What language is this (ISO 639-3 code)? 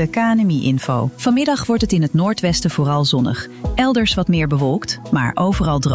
nld